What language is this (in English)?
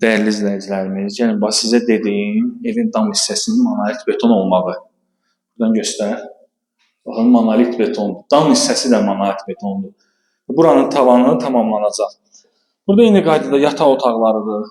Azerbaijani